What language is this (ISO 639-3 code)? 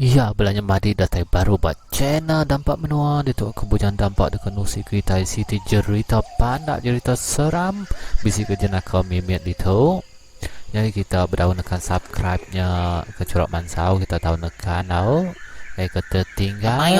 iba